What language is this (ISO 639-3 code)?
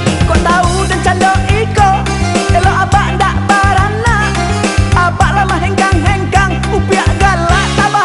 min